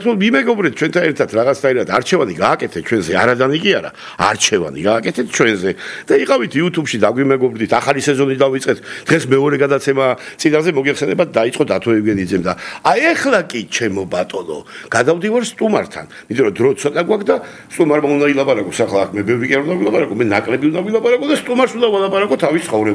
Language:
Georgian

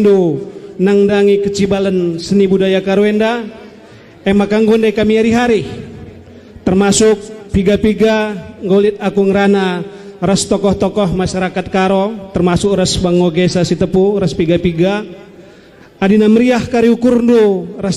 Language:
Batak Karo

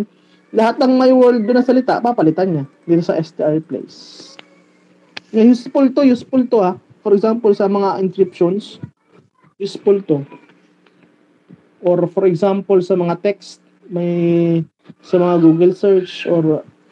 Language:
Filipino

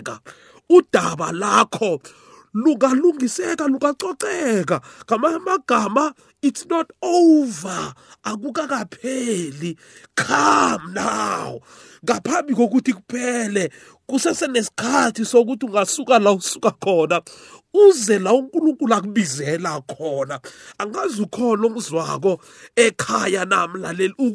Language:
South Ndebele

